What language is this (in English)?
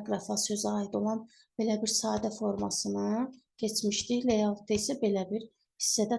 Azerbaijani